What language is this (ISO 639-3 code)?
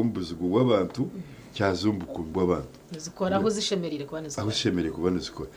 nyn